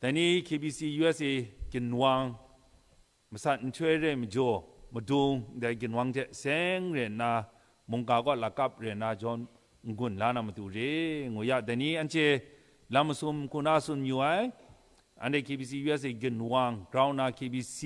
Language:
Kachin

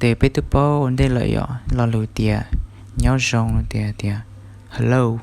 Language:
Hmong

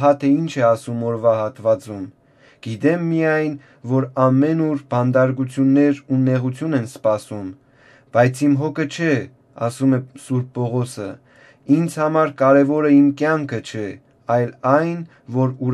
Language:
Armenian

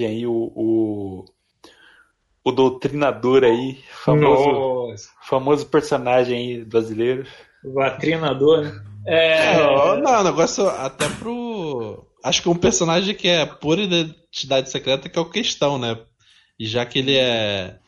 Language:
Portuguese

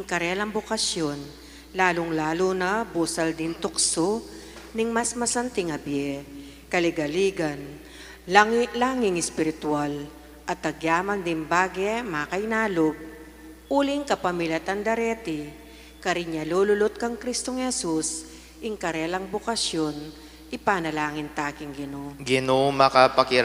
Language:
Pampanga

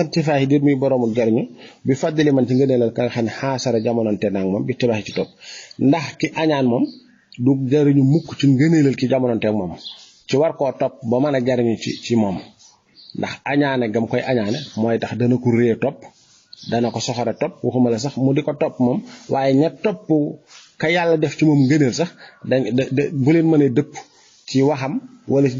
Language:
Wolof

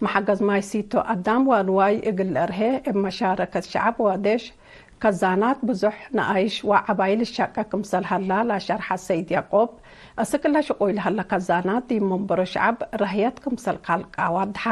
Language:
Tigre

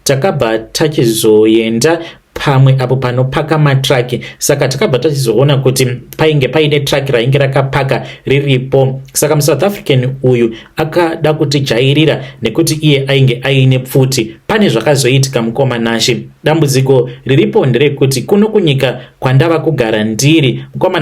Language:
Shona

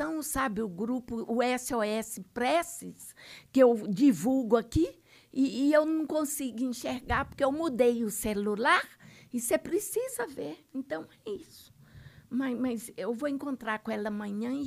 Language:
Portuguese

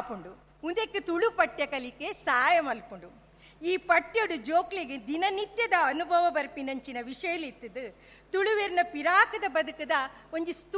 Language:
Tulu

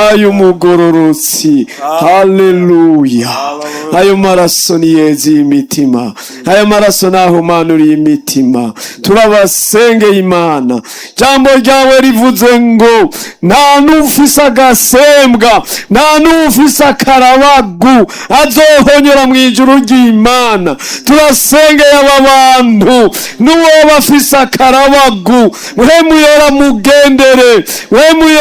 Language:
Rundi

